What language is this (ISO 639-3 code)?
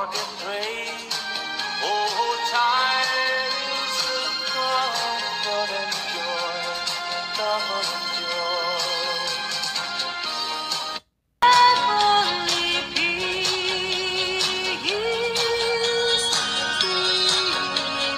eng